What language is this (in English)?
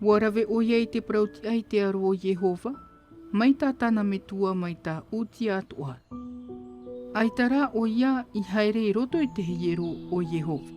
Tahitian